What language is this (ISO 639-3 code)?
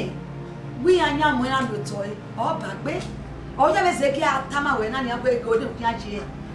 bin